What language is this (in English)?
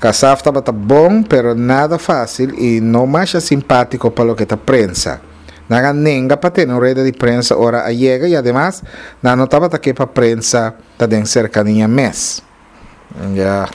Papiamento